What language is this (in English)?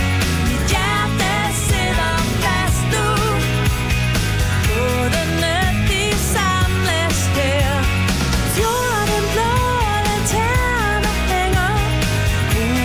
Danish